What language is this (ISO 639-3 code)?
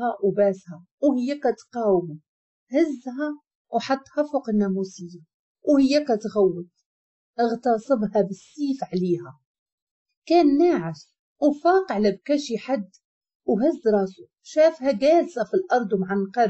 ary